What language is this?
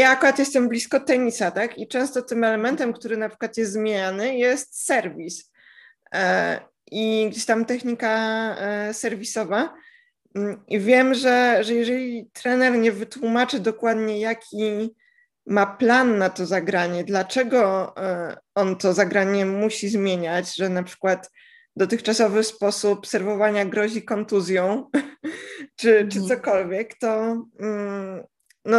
Polish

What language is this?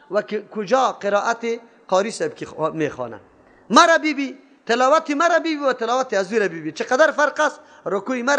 Persian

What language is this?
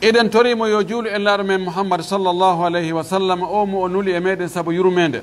Pular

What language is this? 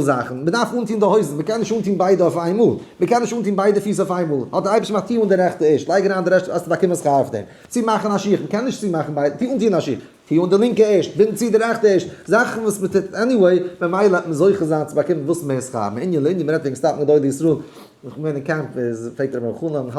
Yiddish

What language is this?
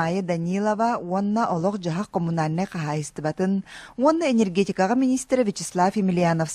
Yakut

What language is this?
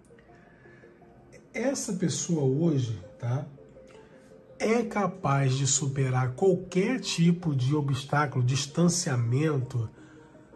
Portuguese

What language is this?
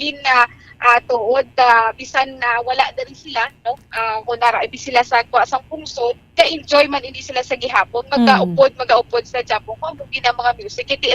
Hiligaynon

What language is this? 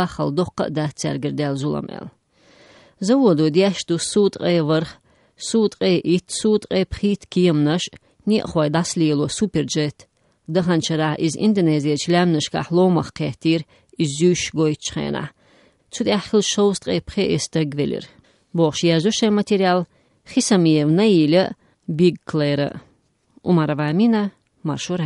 Chechen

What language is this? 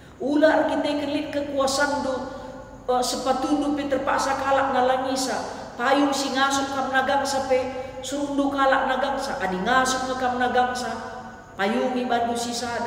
Batak Karo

